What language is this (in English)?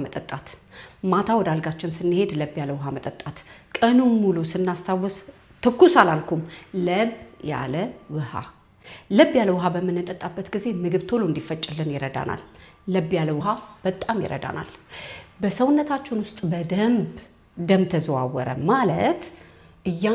Amharic